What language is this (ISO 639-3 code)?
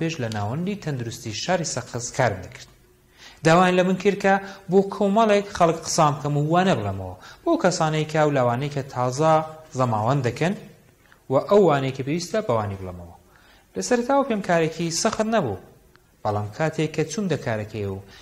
ckb